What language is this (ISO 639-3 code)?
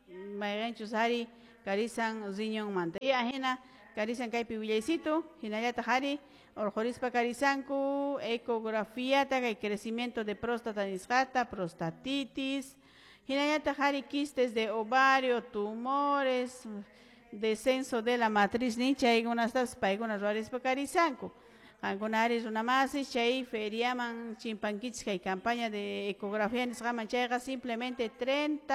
que